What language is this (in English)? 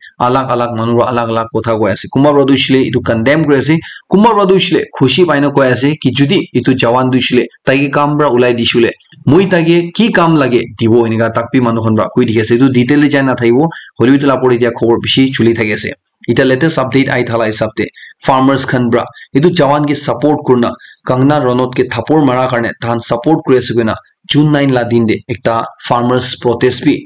Naga Pidgin